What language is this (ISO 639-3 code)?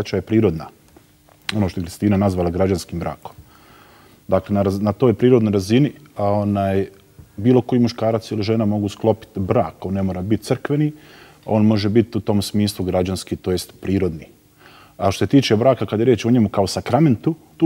bos